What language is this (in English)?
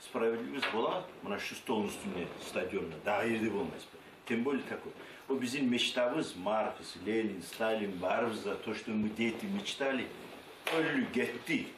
Kumyk